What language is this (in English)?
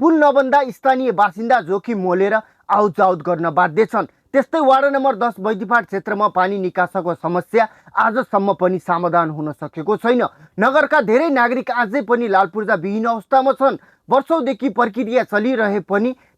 Nepali